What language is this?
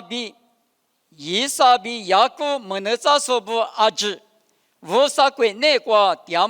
Lisu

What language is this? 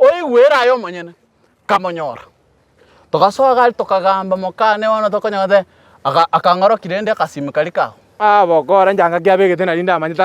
Gusii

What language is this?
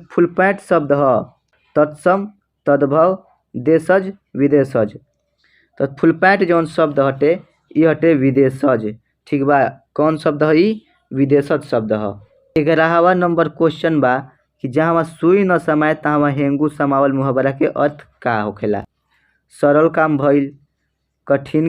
Bhojpuri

